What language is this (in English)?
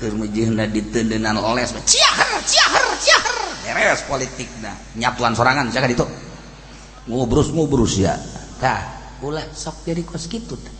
Sundanese